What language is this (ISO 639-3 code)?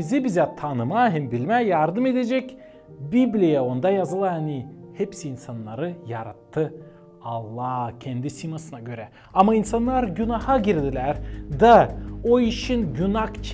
gag